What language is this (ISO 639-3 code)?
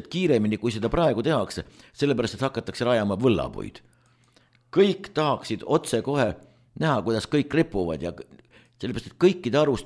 est